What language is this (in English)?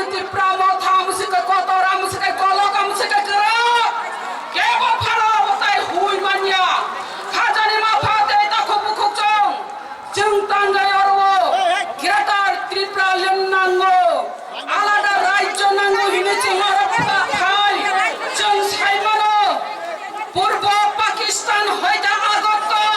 Kok Borok